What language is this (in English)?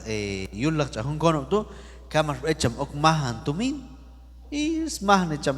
Q'anjob'al